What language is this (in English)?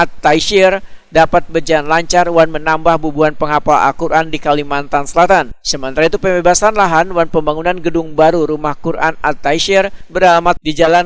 Banjar